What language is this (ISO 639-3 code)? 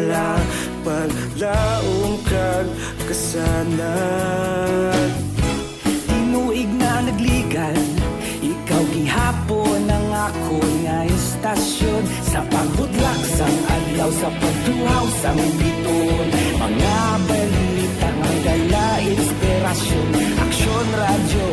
hil